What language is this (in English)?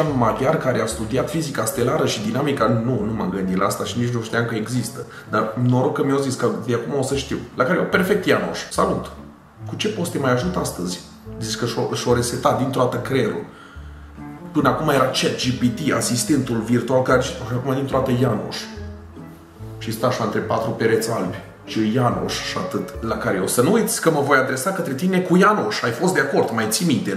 Romanian